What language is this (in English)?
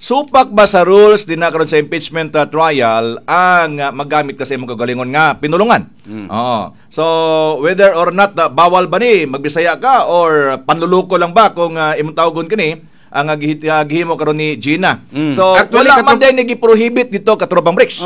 Cebuano